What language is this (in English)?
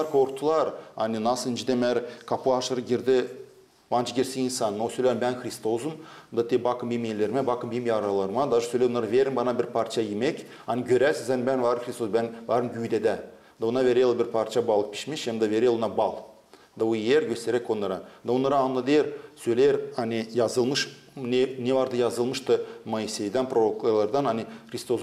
Gagauz